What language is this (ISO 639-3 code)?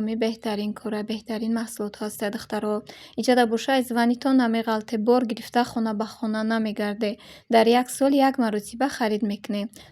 tgk